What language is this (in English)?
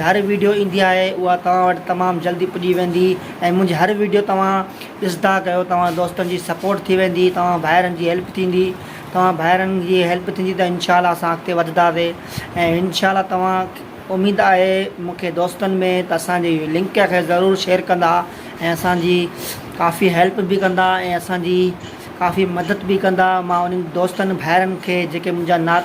Sindhi